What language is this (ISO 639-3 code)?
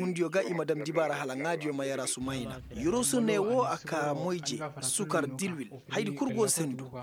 ses